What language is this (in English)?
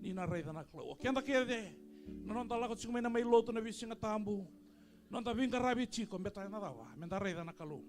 Fijian